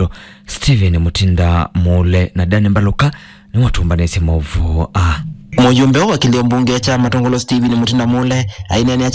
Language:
Kamba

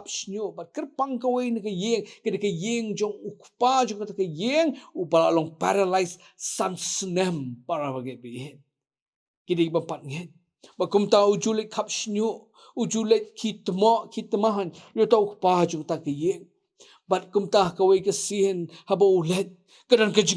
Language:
Khasi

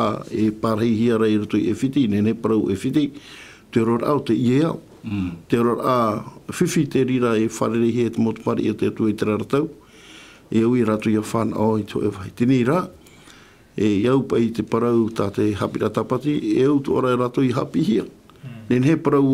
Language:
Tahitian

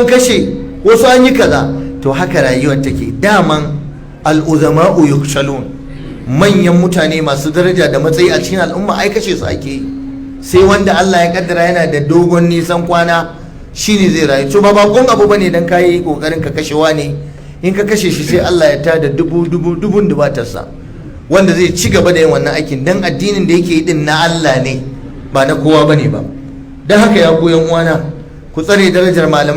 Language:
Hausa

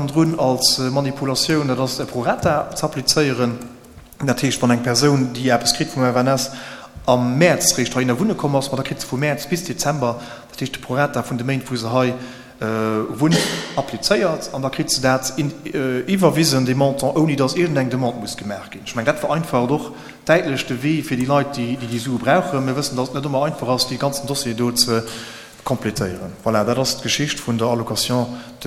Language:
Luxembourgish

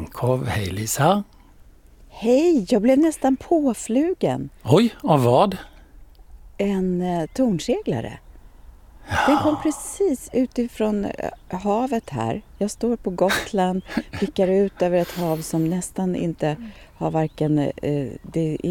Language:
Swedish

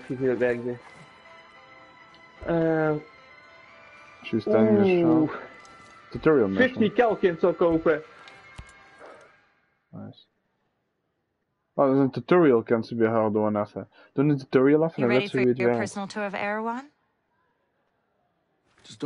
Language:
Dutch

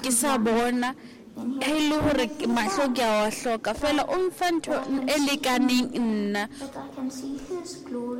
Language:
Southern Sotho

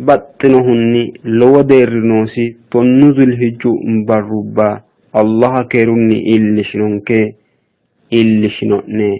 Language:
Sidamo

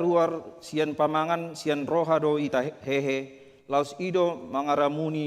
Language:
Batak Toba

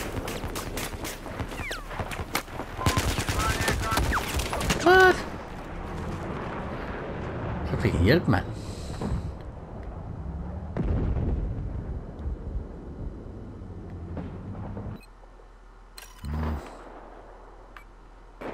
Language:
Danish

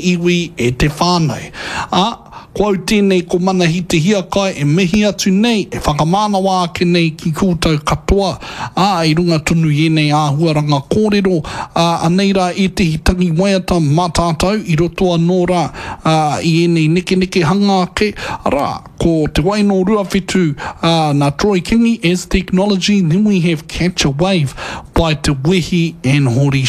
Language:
Māori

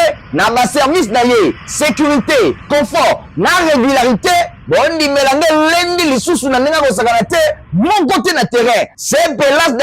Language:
Lingala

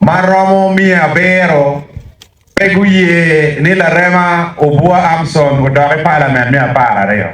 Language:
Acoli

